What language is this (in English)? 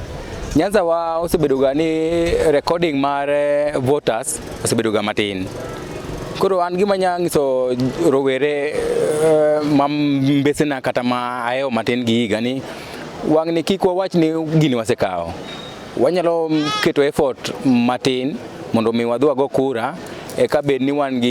Luo (Kenya and Tanzania)